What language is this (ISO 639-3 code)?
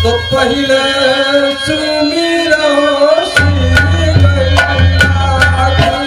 mai